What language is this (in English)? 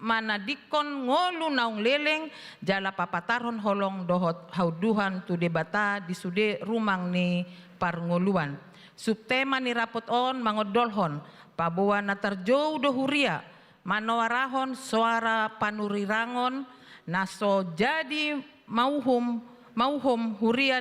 Batak Toba